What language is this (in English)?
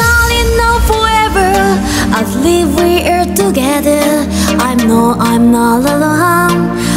English